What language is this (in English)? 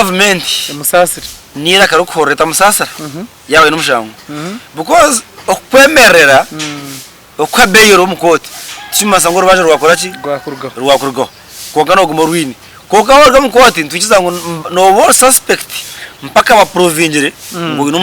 Nyankole